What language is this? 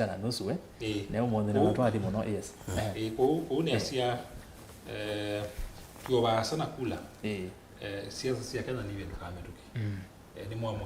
Kamba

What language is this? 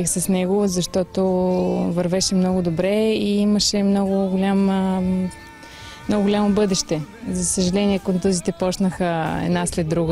Bulgarian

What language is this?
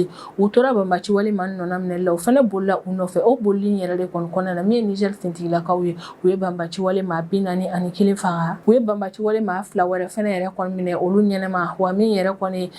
Bambara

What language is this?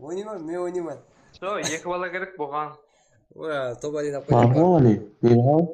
Kara-Kalpak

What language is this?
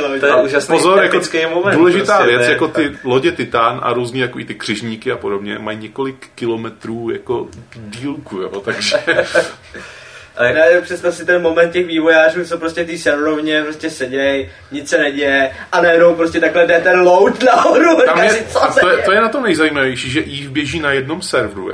Czech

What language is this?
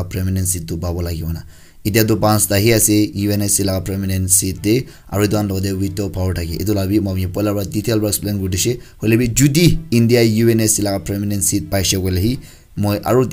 Naga Pidgin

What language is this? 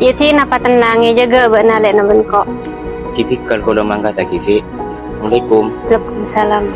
Madurese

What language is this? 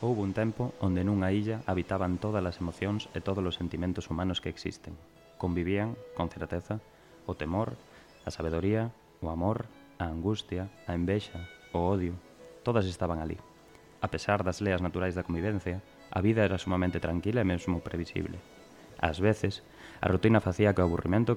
Galician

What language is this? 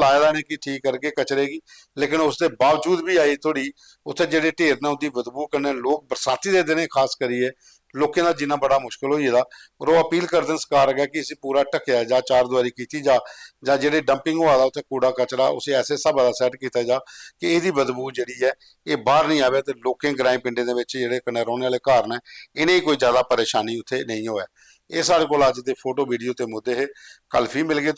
Dogri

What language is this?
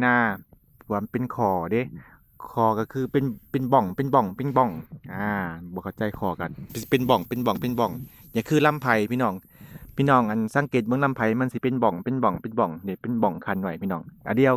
Lao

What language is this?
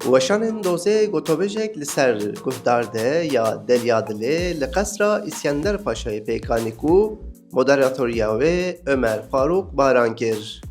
Kurdish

